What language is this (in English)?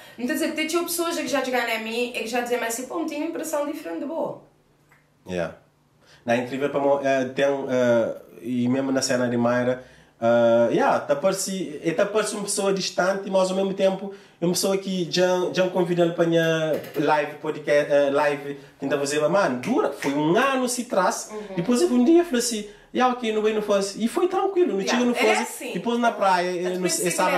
Kabuverdianu